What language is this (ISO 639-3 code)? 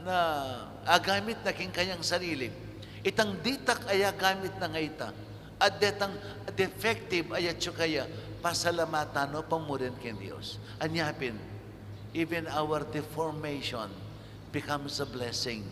pam